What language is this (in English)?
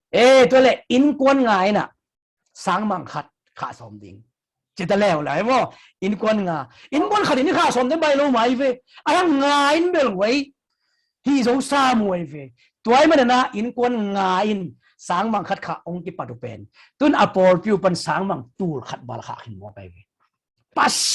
Tedim Chin